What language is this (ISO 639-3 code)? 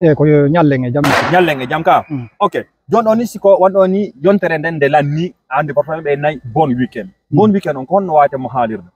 ful